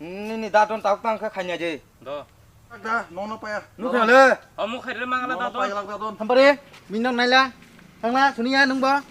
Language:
Kok Borok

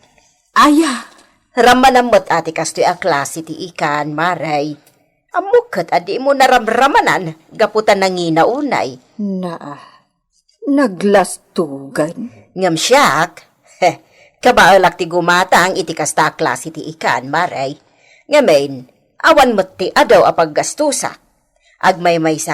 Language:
Iloko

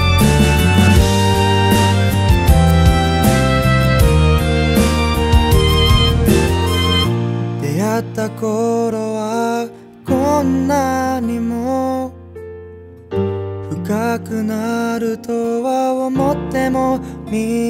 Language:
Japanese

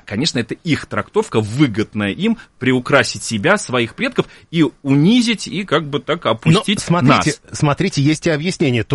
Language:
Russian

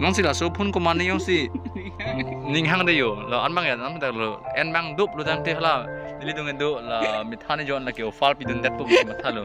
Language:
Karbi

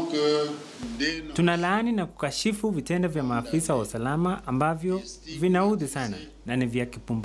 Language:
Swahili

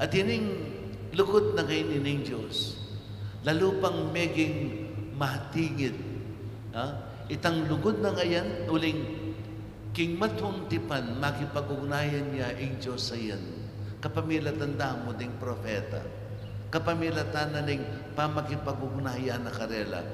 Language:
Pampanga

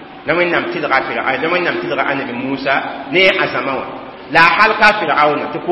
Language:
Mossi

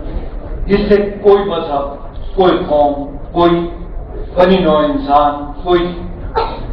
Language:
Urdu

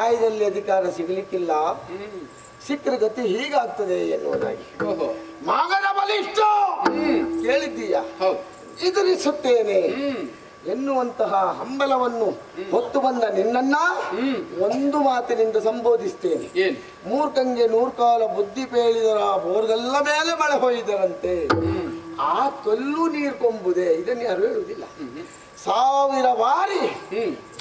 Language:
Kannada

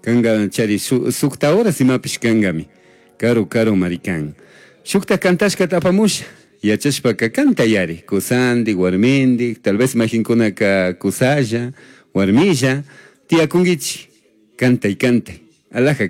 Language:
Chimborazo Highland Quichua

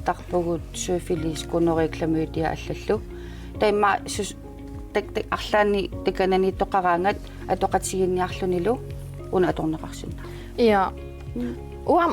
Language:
Kalaallisut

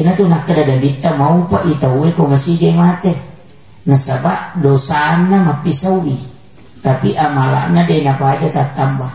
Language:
Buginese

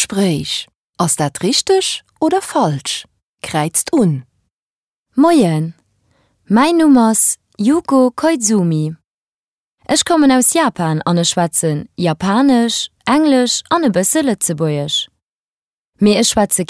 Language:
Luxembourgish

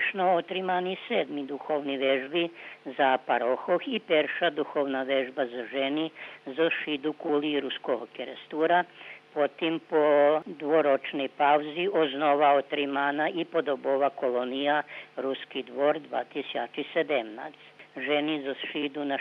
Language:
Rusyn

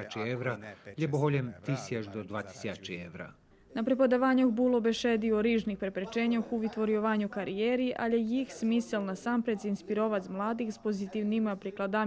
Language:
Rusyn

